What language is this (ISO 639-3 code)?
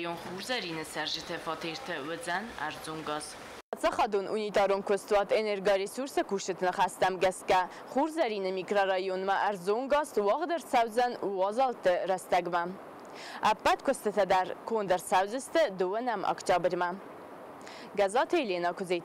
oss